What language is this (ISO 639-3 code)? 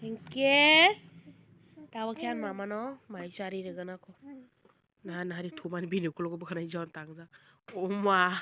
trp